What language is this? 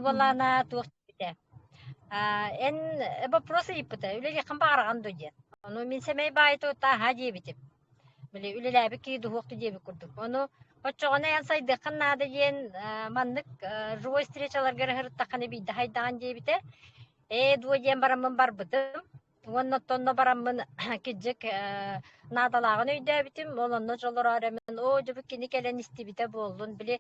Yakut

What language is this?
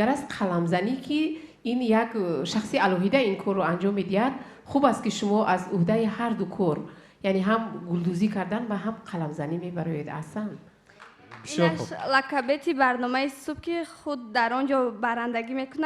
Tajik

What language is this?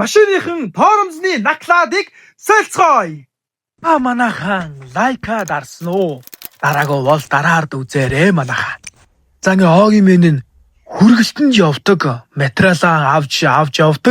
Mongolian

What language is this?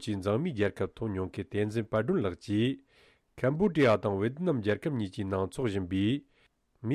Tibetan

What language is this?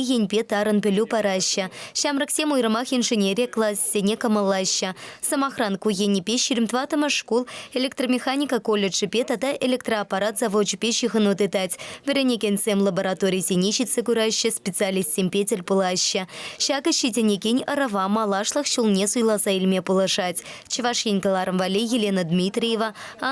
Chuvash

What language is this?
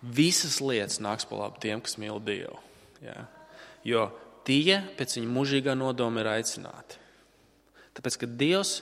Latvian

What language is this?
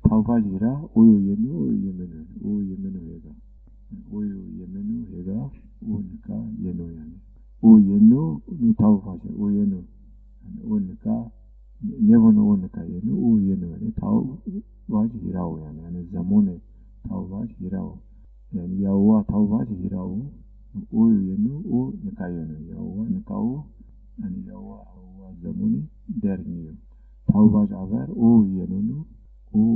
Zaza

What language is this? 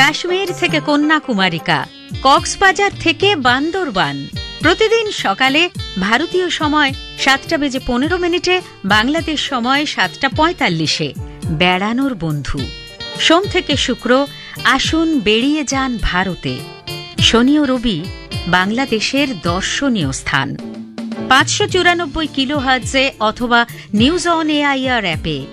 Bangla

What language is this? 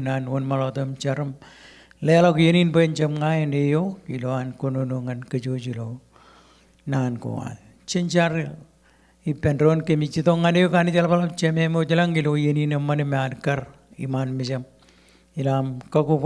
Marshallese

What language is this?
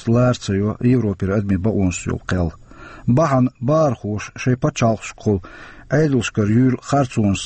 Chechen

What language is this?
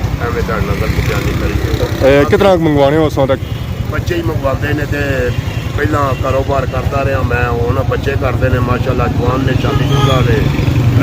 Pahari-Potwari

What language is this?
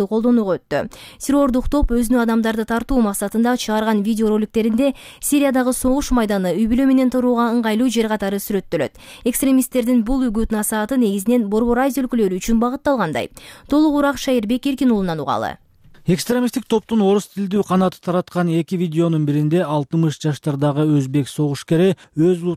Kyrgyz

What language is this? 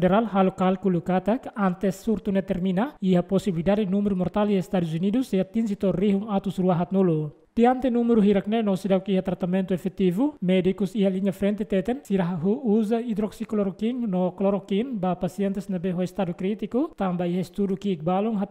Tetum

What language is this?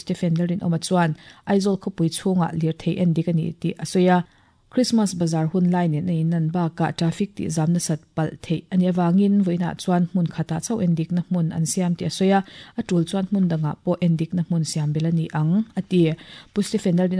Mizo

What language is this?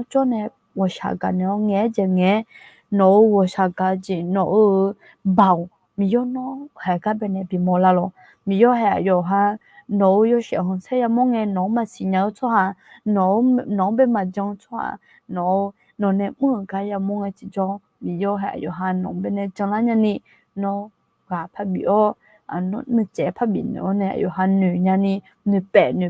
Akha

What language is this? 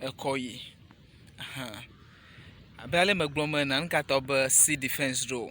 Ewe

